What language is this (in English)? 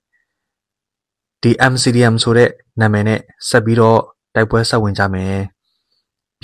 Burmese